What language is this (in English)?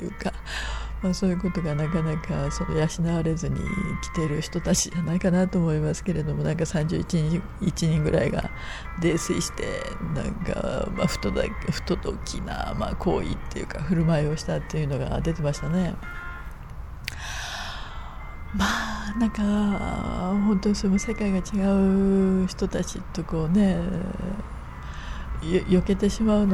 Japanese